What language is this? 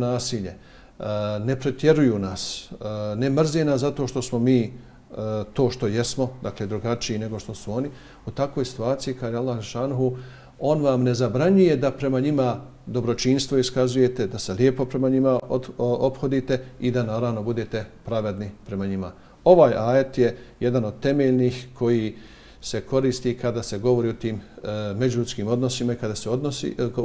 Bosnian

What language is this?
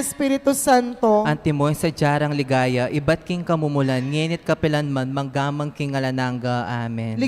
Pampanga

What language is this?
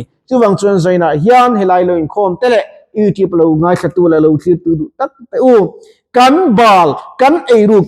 Mizo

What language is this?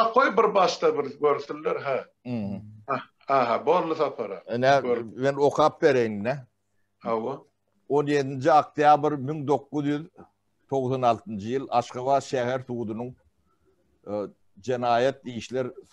Turkmen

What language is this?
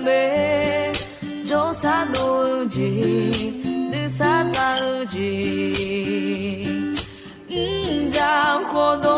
Akha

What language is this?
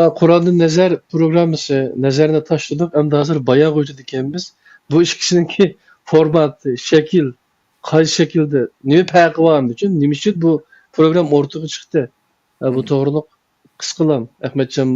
Uyghur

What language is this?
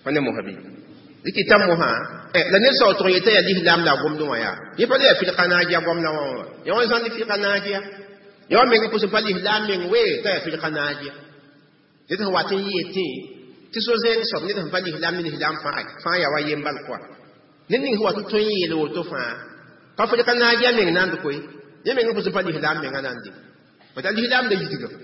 Mossi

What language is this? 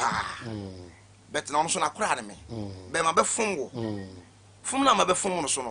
Akan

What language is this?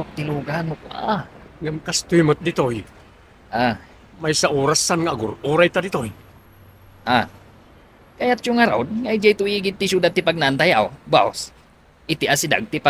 Iloko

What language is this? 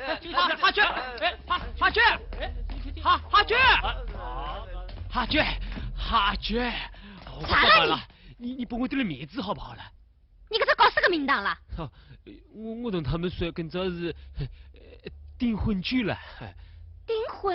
Wu Chinese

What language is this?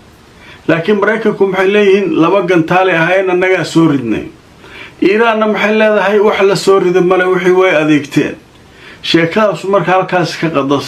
Somali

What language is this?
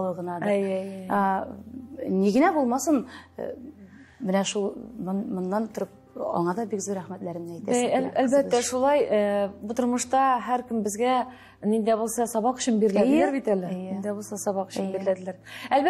Tatar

